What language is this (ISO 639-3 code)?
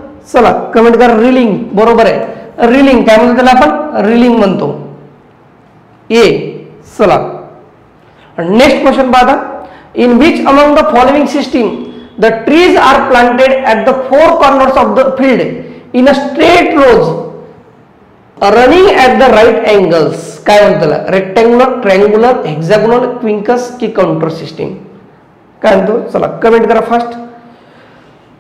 mar